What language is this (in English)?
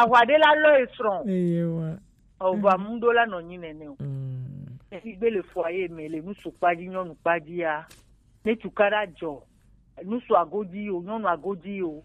Gen